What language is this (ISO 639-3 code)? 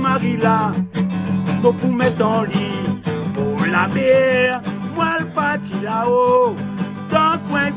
rcf